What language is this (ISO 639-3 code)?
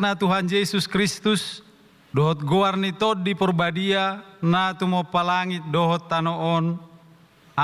bbc